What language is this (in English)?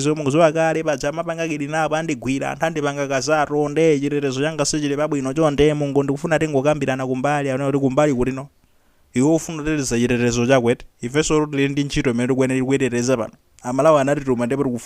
Nyanja